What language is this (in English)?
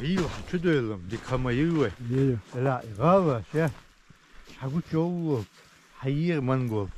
Chechen